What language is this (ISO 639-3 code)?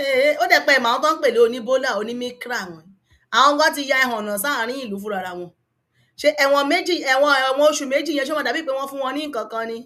yor